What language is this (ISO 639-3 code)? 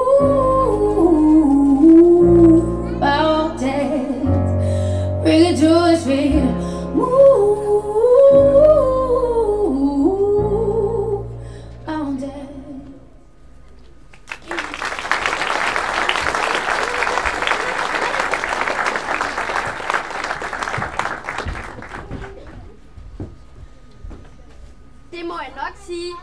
dan